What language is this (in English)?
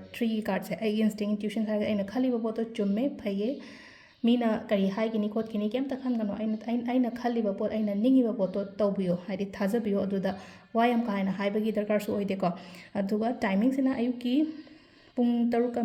Manipuri